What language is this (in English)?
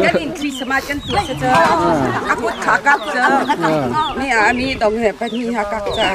Hakha Chin